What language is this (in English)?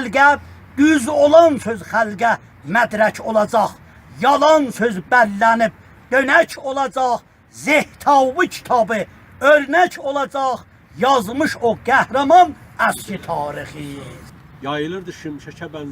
South Azerbaijani